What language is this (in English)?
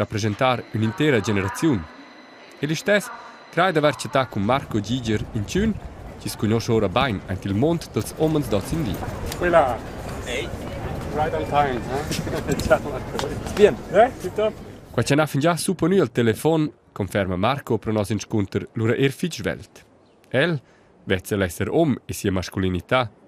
Romansh